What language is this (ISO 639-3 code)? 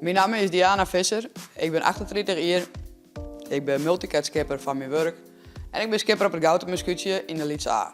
fry